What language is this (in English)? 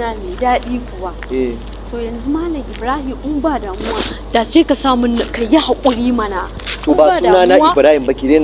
Hausa